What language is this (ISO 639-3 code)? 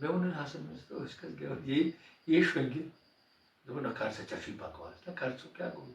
kas